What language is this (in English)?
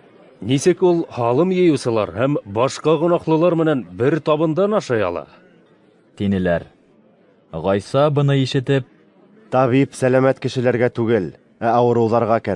Bashkir